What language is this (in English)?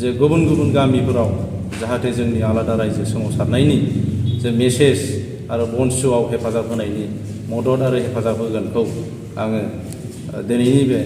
Bodo